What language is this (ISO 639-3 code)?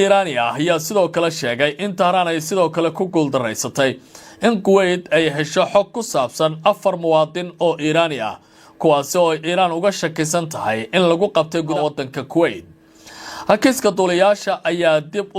som